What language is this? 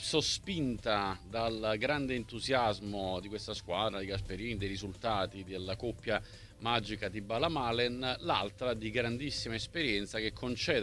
Italian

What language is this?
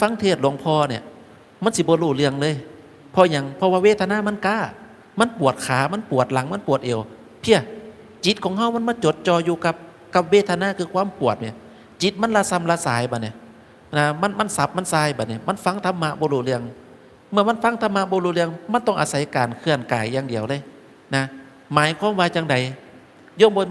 Northeastern Thai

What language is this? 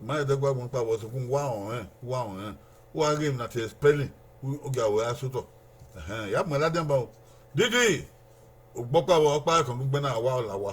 Bini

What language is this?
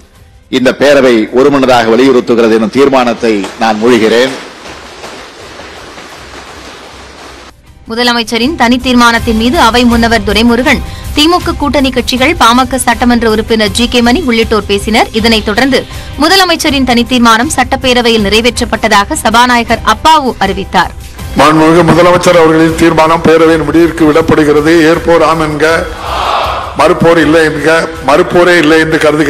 Tamil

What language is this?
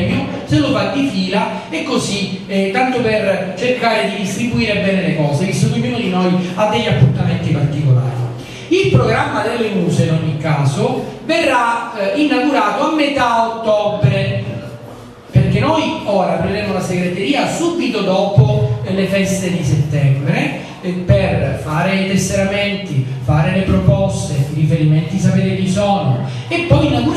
Italian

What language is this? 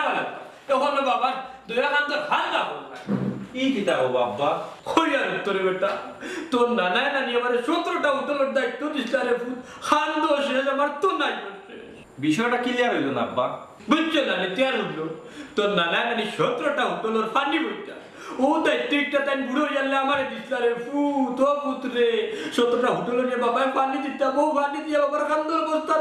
Sylheti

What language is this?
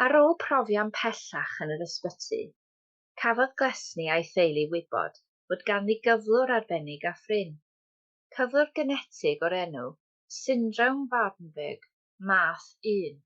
Welsh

